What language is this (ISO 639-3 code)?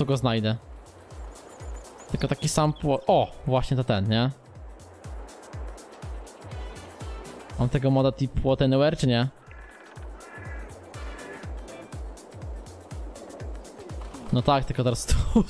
pol